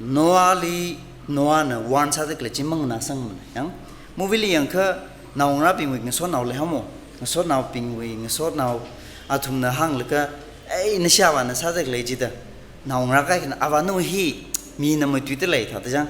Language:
Tangkhul Naga (India)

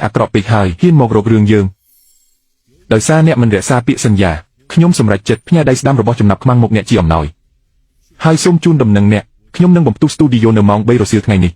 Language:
Khmer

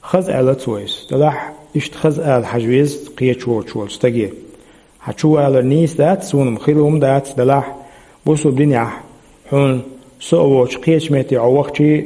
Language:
Chechen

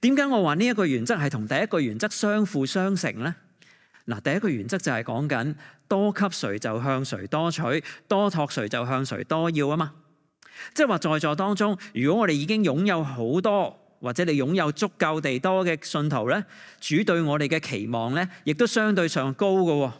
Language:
Cantonese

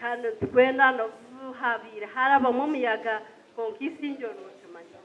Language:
Nyankole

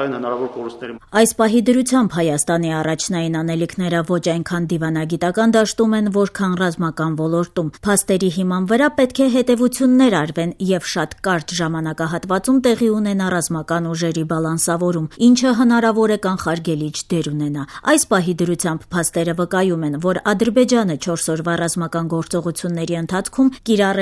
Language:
Armenian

